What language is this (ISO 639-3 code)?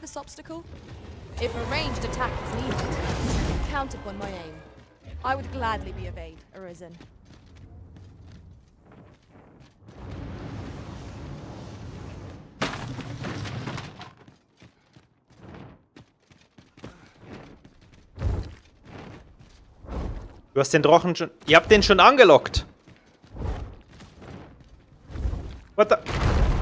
deu